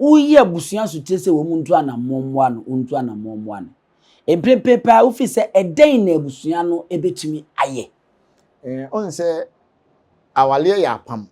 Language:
Akan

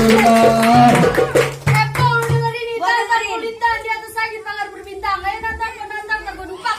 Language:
Betawi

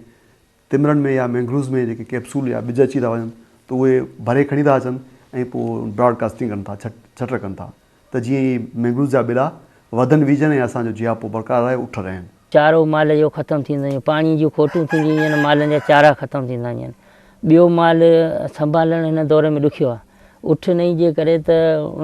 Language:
Sindhi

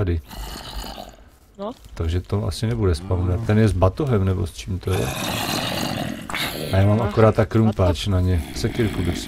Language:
Czech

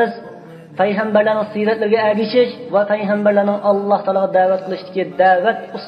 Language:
Uyghur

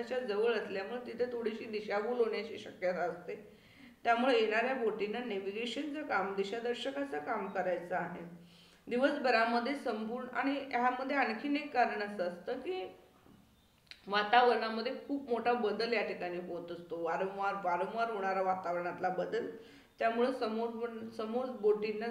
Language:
Marathi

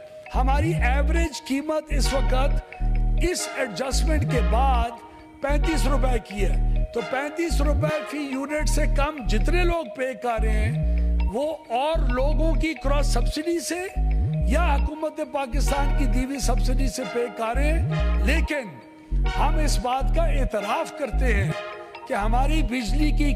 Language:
Urdu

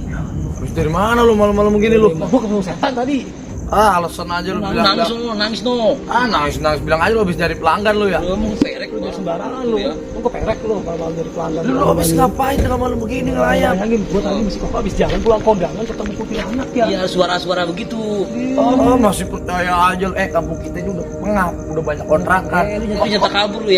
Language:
Betawi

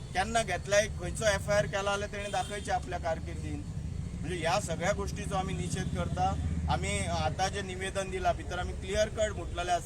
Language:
Konkani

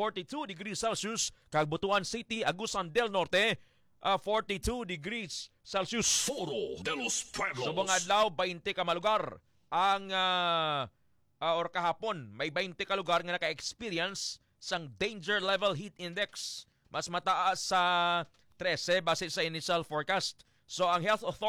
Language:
Hiligaynon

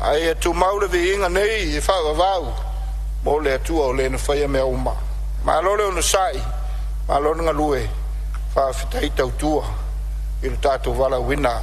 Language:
Samoan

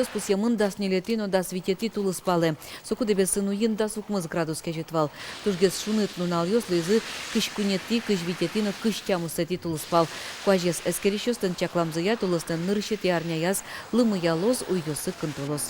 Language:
Udmurt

